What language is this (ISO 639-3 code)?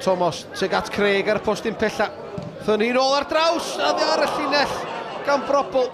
cym